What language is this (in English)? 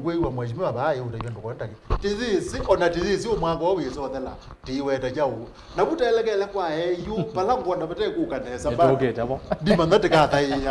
Kamba